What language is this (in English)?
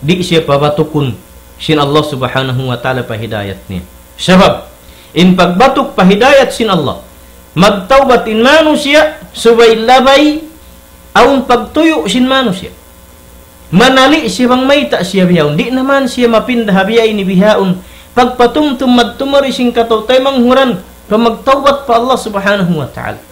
Tausug